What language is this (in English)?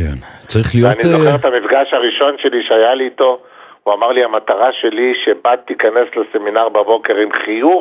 Hebrew